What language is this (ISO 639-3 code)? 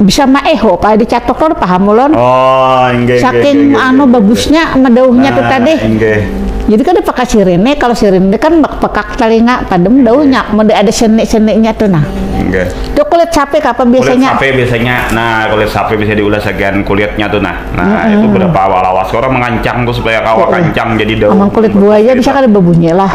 bjn